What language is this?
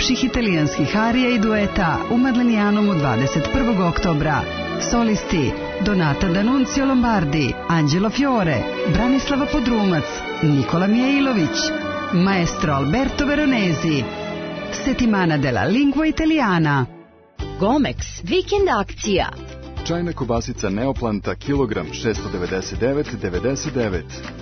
Serbian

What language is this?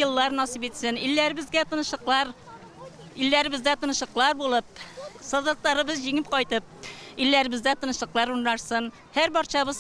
Tatar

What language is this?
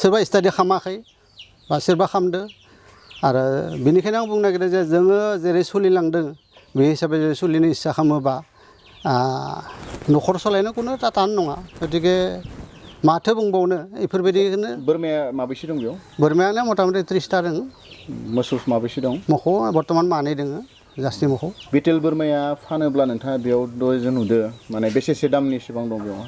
Bodo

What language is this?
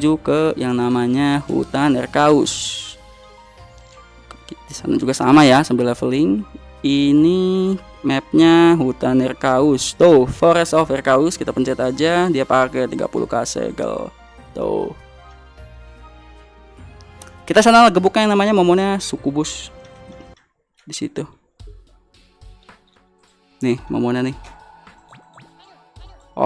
Indonesian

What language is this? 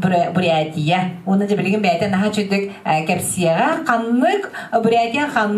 Yakut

